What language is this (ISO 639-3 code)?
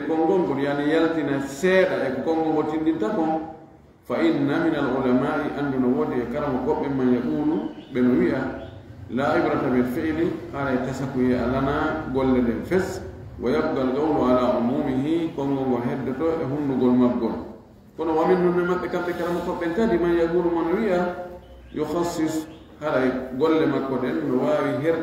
ful